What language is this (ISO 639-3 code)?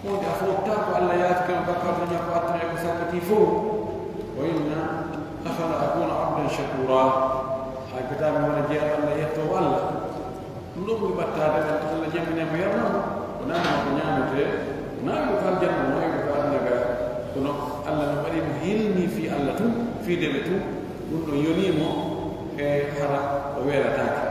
fuf